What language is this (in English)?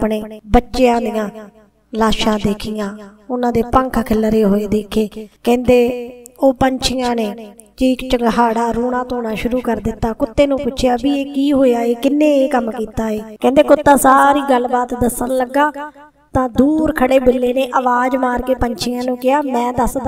Punjabi